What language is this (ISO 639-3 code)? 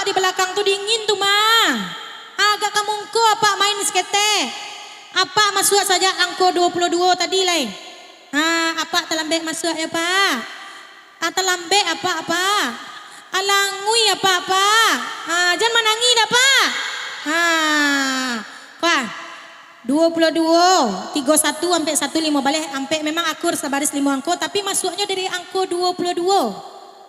min